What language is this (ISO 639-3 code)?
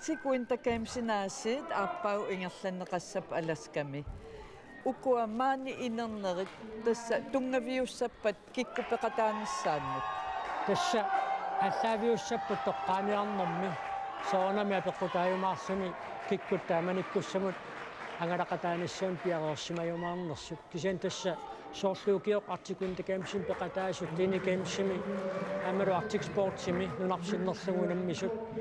kal